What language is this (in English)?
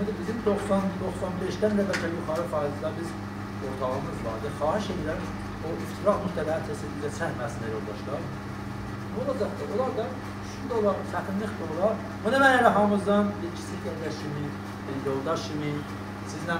South Azerbaijani